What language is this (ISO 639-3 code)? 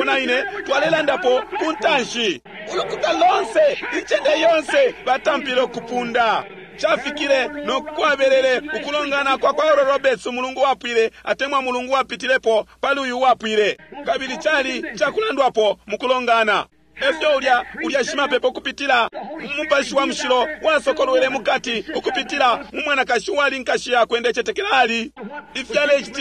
bem